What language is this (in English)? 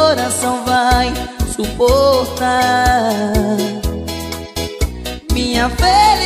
Portuguese